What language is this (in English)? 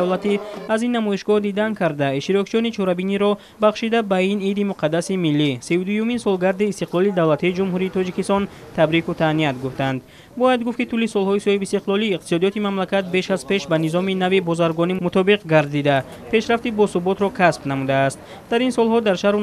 Tajik